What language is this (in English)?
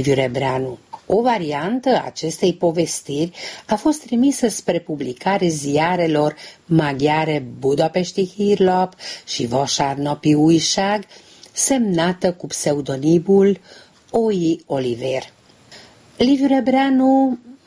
Romanian